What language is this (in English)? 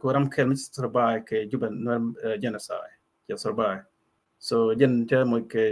Nuer